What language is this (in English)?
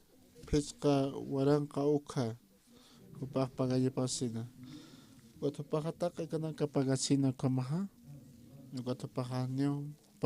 Aymara